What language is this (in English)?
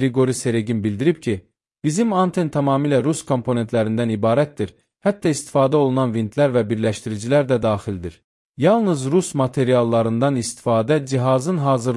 Azerbaijani